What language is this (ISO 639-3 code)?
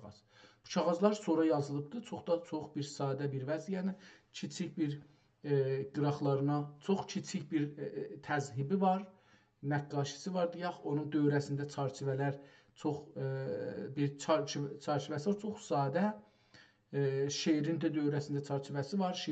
azb